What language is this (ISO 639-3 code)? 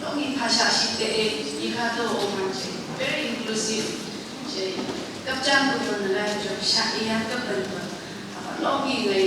nph